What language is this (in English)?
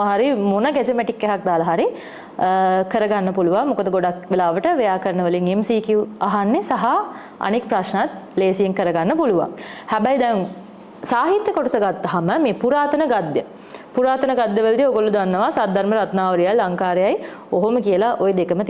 Sinhala